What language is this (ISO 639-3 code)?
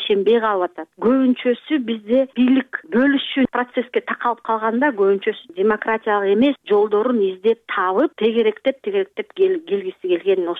kir